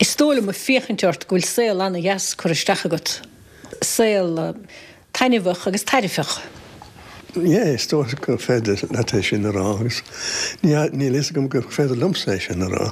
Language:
Irish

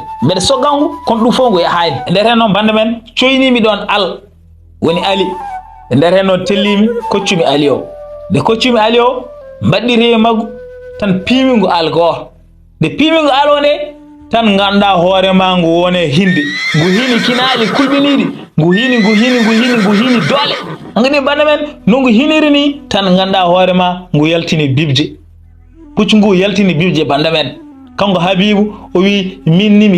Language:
Fula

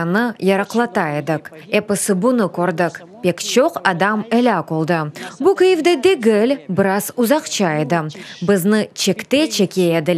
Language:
Crimean Tatar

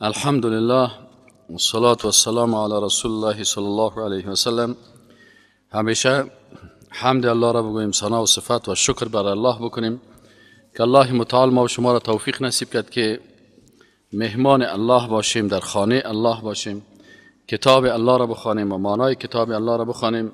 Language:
Persian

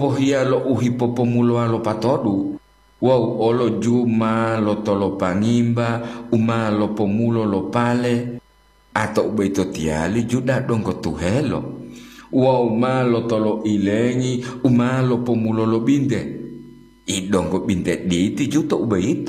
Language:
Gorontalo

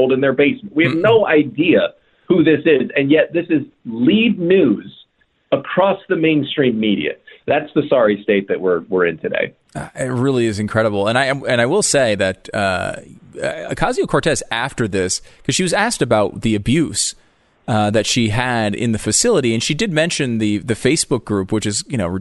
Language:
English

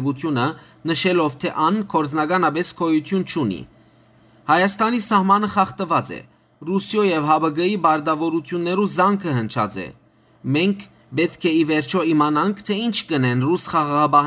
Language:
Western Armenian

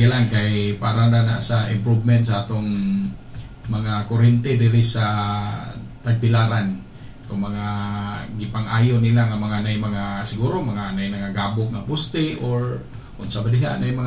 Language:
Cebuano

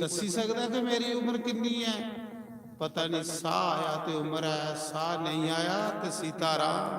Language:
Dogri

